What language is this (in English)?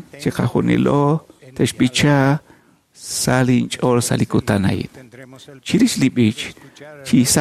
Kekchí